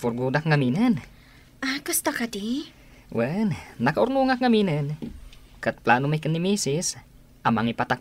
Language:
Iloko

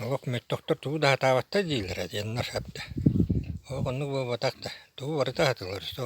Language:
Yakut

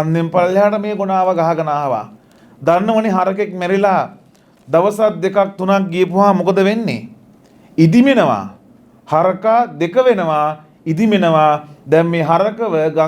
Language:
Sinhala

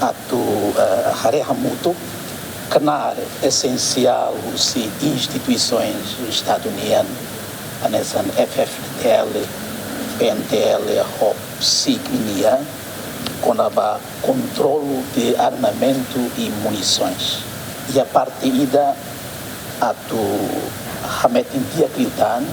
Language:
Tetum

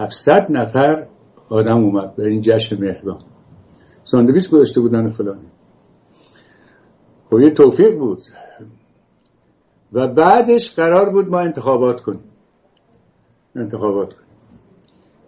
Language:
Persian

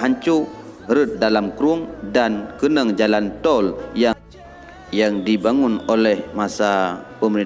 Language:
Achinese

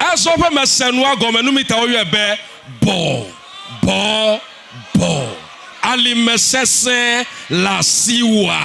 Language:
Ewe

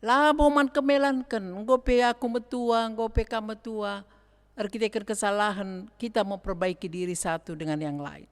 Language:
Batak Karo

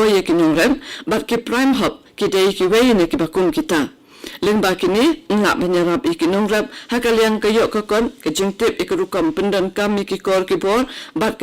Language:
Khasi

